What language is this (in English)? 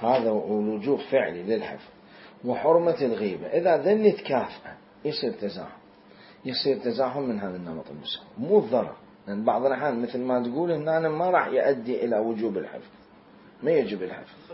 Mesopotamian Arabic